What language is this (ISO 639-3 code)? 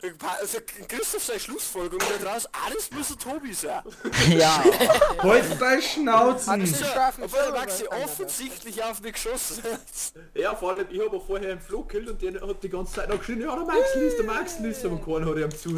bar